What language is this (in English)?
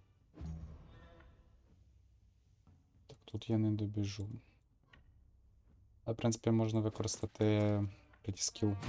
Ukrainian